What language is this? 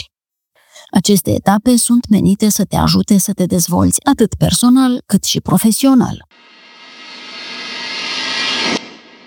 Romanian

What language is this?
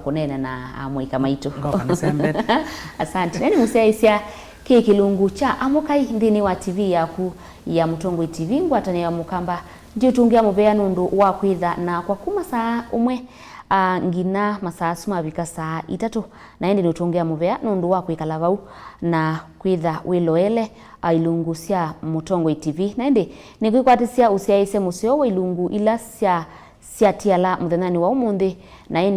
Kamba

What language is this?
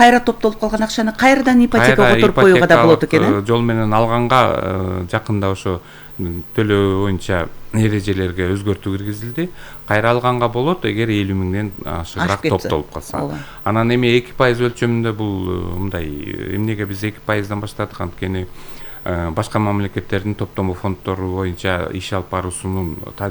Kyrgyz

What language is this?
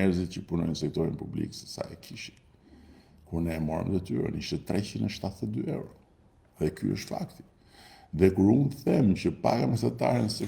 Albanian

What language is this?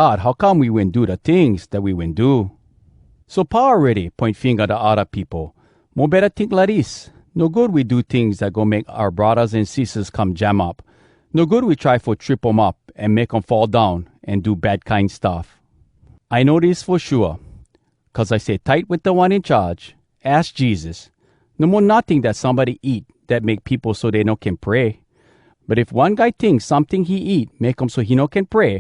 Hawai'i Creole English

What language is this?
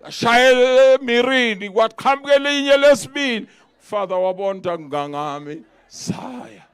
Zulu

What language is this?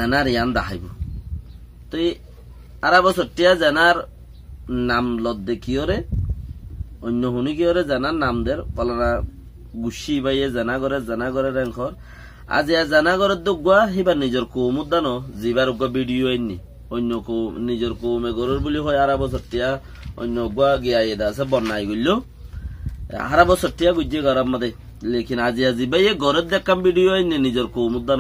Rohingya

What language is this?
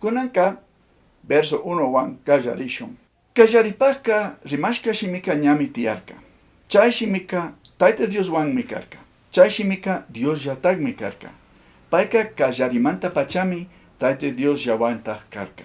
Chimborazo Highland Quichua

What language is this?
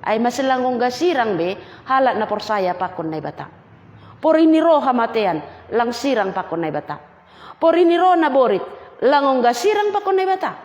Batak Simalungun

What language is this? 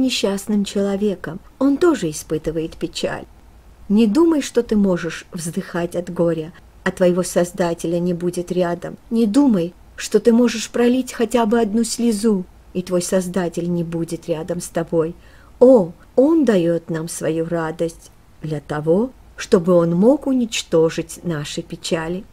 Russian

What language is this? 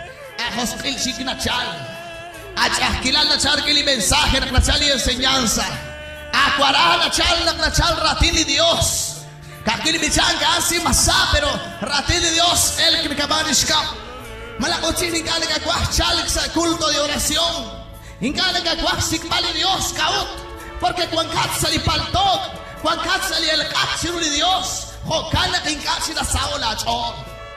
Kekchí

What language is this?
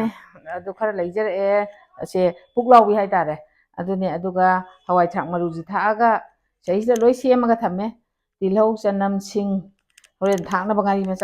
Manipuri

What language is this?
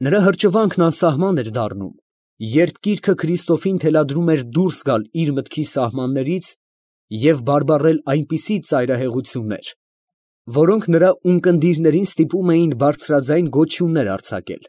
Armenian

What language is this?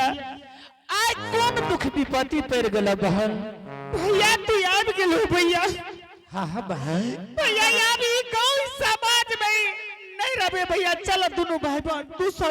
Angika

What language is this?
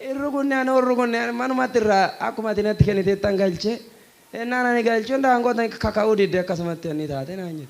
Oromo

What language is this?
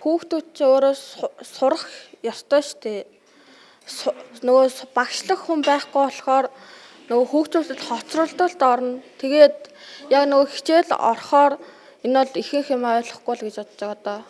Mongolian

